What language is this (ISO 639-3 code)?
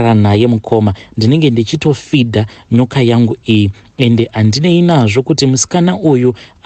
sna